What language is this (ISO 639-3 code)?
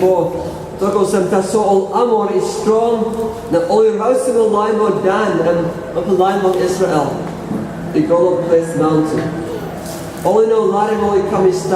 tpi